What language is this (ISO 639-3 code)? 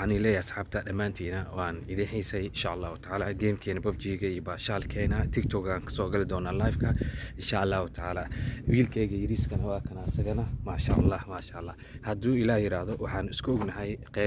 som